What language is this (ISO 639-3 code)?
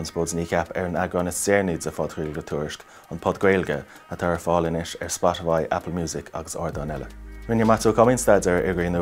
gle